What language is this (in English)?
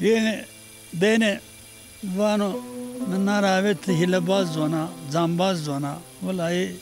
Zaza